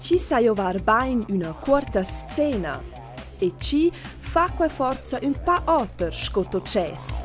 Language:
Romansh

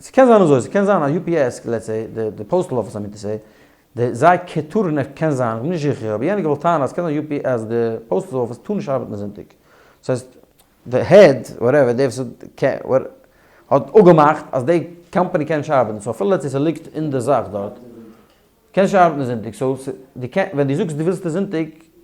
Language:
Yiddish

